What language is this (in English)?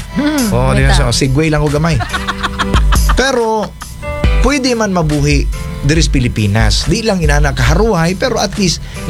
Cebuano